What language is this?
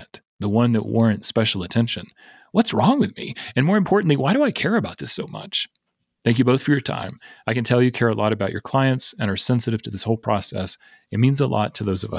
English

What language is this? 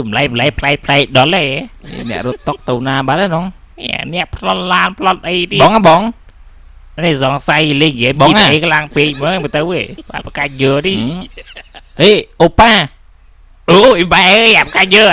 Khmer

